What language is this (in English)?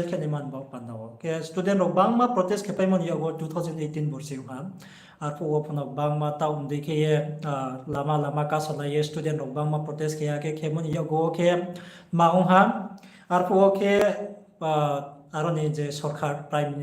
Riang (India)